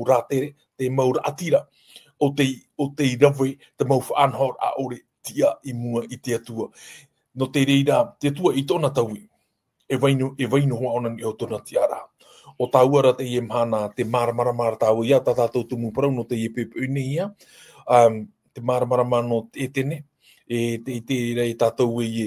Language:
Tahitian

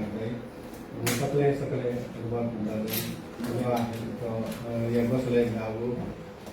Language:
Newari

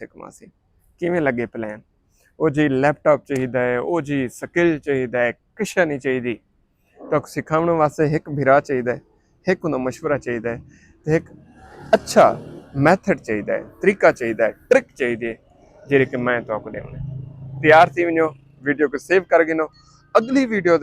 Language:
Saraiki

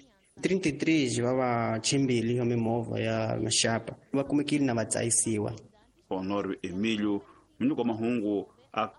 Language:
Tsonga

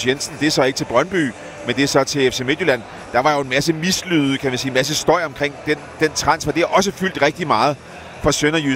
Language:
Danish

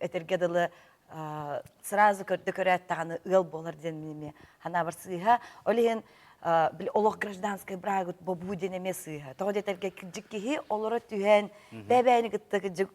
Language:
Yakut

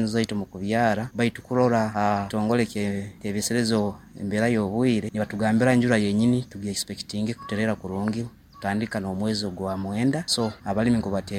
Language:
Nyoro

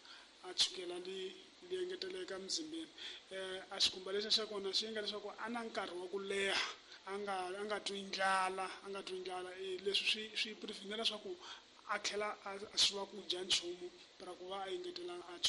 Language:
Tsonga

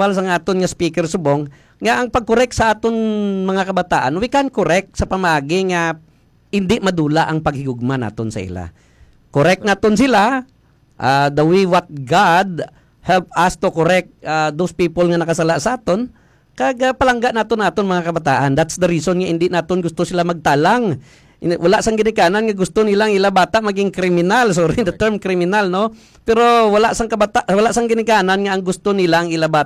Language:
Hiligaynon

